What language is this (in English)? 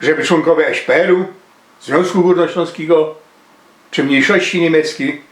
Silesian